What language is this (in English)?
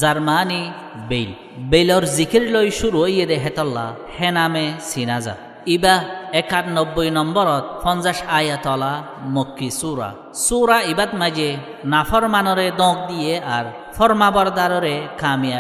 Rohingya